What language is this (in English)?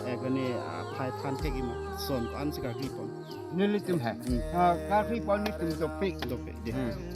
Karbi